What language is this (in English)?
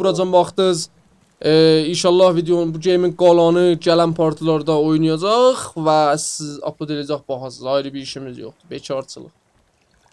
South Azerbaijani